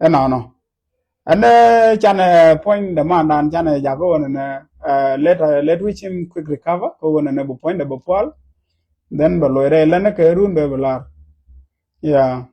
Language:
Nuer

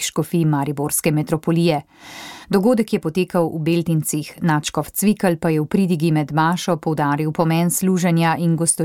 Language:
Slovenian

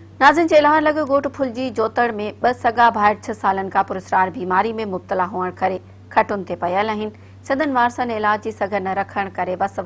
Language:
Sindhi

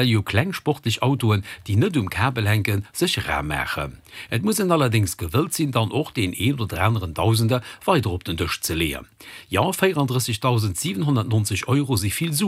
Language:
Luxembourgish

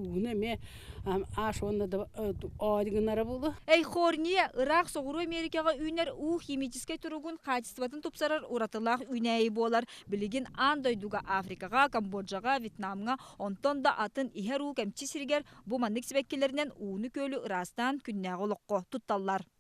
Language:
Yakut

